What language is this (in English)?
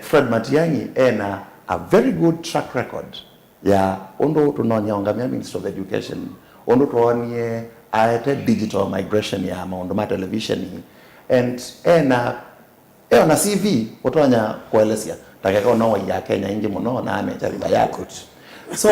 Kamba